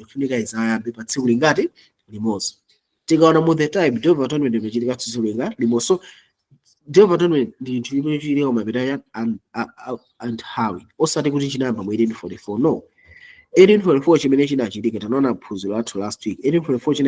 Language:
Nyanja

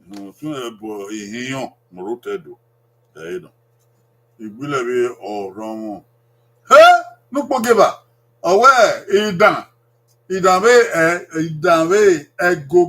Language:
Bini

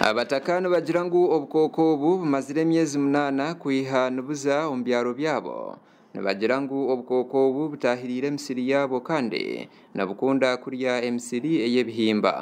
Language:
Nyankole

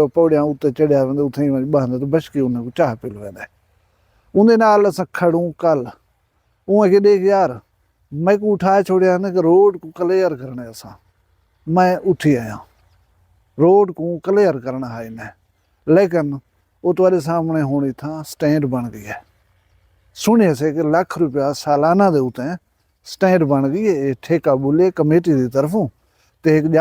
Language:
Saraiki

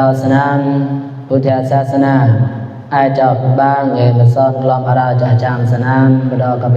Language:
Mon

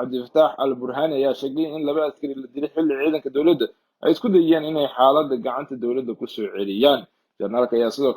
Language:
Somali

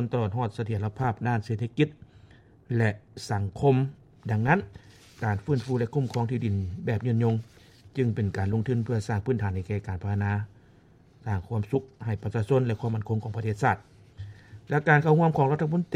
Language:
Lao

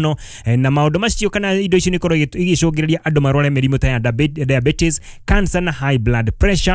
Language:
Kikuyu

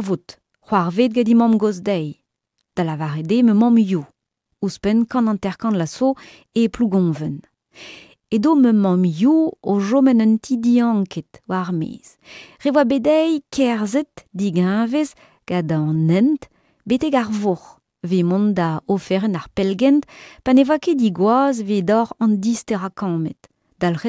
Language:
Breton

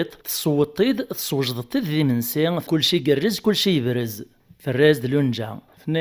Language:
Kabyle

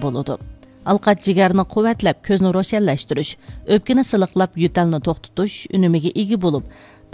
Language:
Uyghur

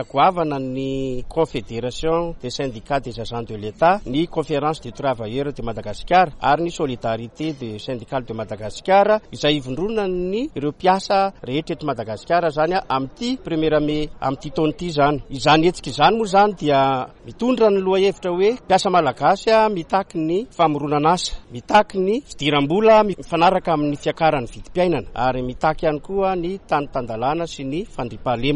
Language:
Malagasy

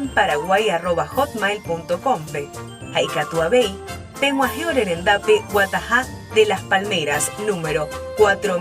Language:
Guarani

